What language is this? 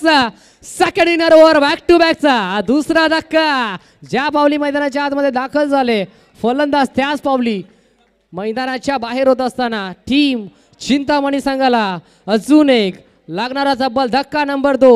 Marathi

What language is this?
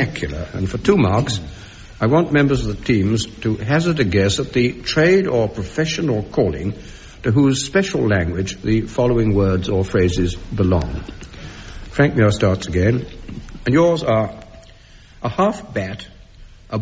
English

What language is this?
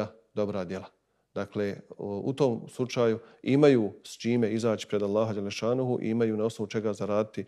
Bosnian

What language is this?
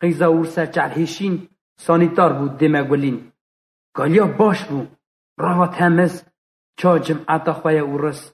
Kurdish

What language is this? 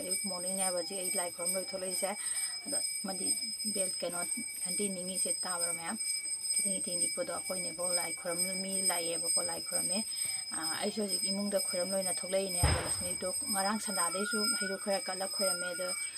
Manipuri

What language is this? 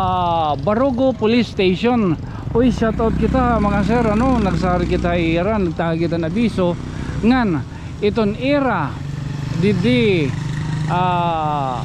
Waray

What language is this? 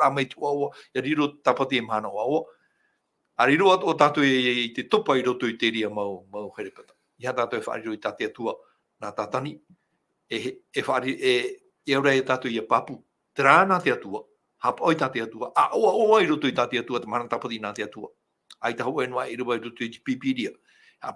Tahitian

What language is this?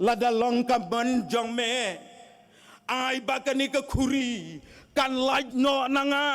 Khasi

